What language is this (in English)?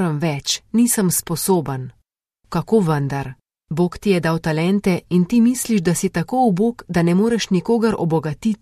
Slovenian